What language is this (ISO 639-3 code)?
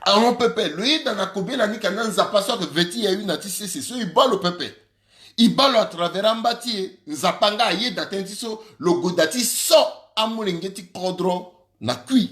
sag